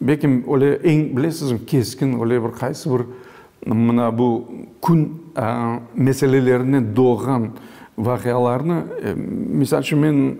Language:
Crimean Tatar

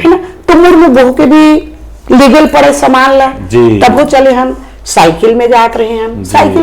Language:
Chhattisgarhi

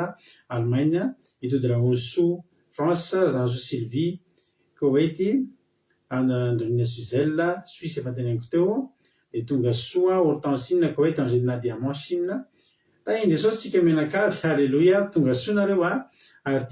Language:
Malagasy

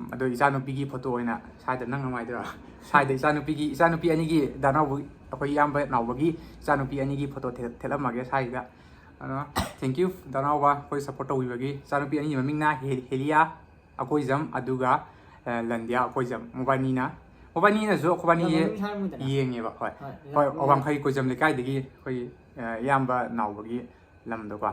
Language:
Manipuri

